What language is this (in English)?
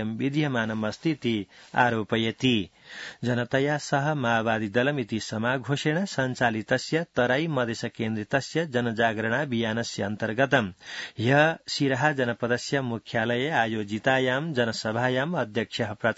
Sanskrit